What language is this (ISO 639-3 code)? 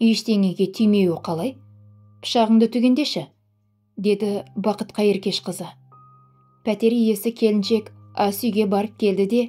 kaz